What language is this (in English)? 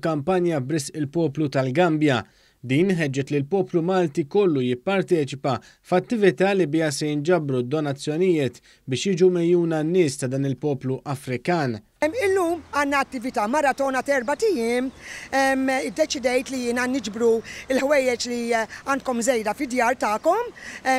Maltese